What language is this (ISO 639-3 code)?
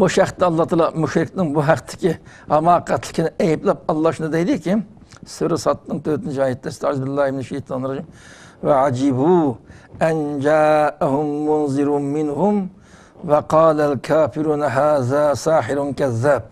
uig